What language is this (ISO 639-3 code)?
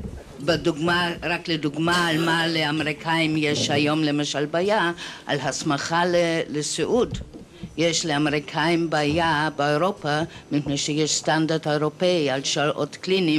heb